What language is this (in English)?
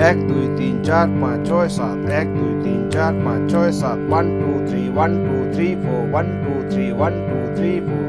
Santali